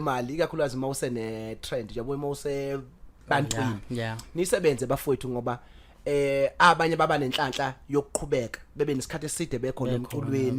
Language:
Zulu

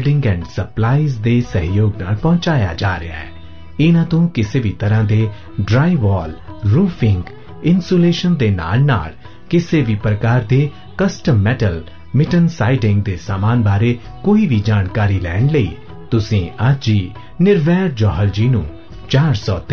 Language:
Punjabi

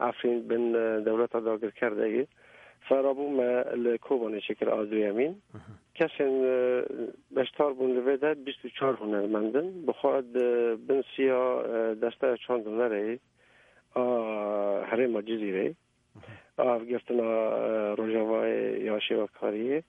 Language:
Kurdish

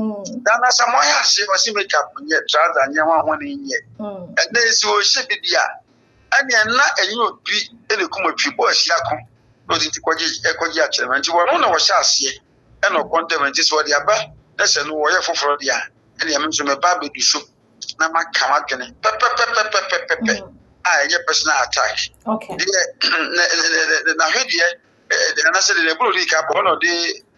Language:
Akan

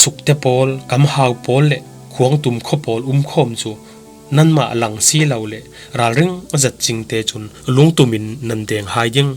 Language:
Falam Chin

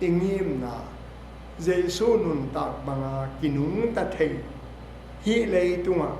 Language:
Tedim Chin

